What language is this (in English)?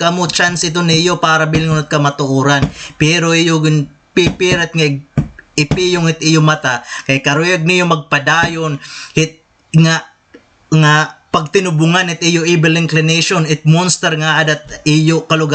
Waray